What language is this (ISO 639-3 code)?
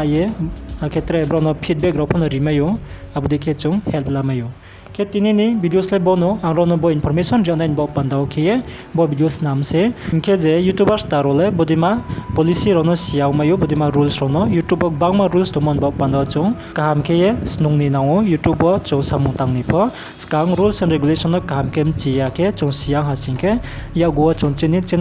ria